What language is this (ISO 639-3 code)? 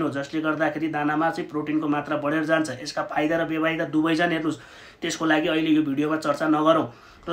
nep